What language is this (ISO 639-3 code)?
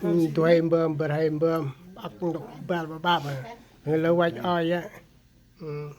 cmo